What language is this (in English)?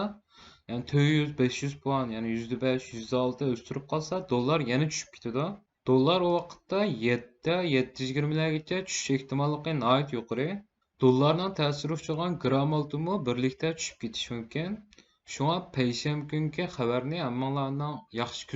Uyghur